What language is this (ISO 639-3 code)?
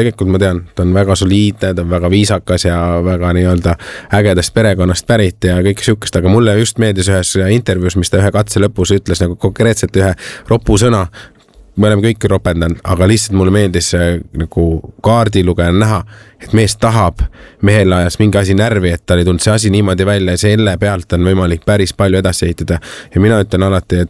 est